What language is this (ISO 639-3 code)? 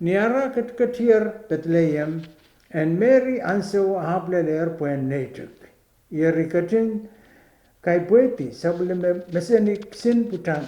pon